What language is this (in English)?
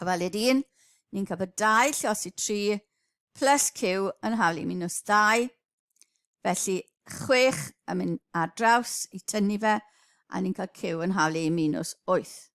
Welsh